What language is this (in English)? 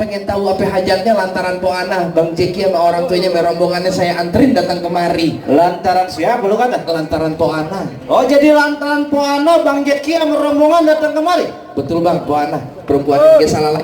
Betawi